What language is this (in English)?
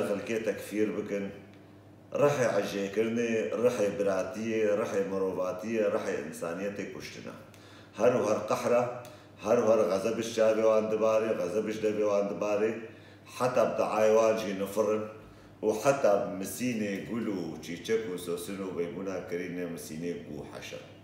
Kurdish